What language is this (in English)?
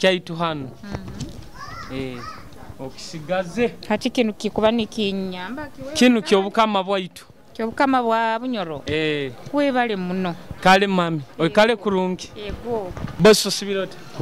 Nyoro